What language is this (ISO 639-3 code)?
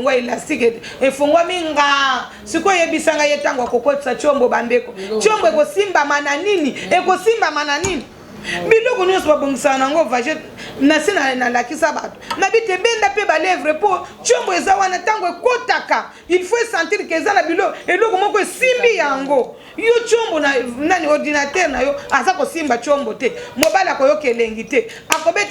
lin